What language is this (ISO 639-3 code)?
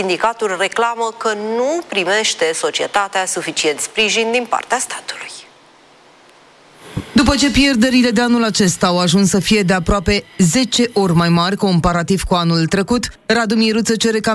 ron